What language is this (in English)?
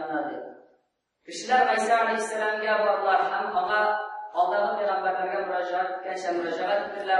Tatar